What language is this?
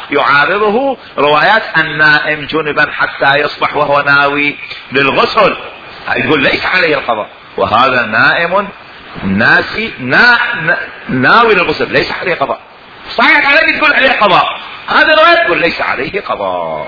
Mesopotamian Arabic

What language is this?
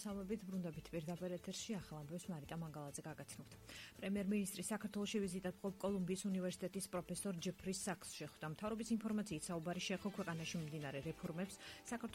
Georgian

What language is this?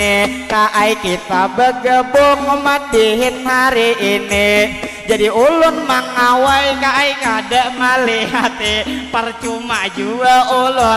Banjar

